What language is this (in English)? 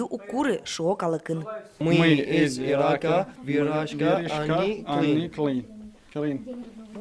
Udmurt